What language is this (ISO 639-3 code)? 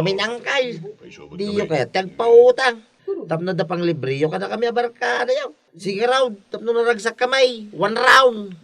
ilo